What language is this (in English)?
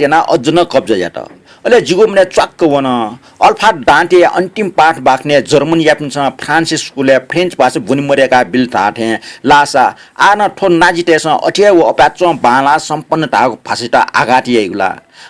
Newari